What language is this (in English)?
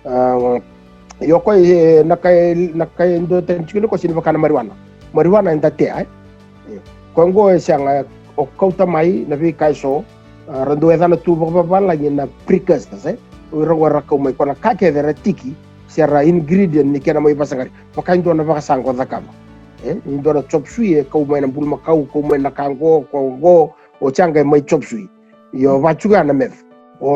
Fijian